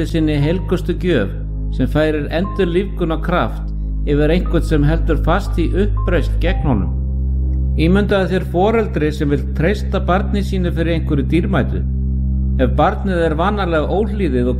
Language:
Icelandic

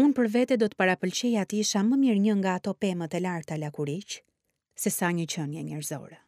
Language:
Albanian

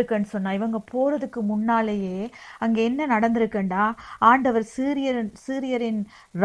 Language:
Tamil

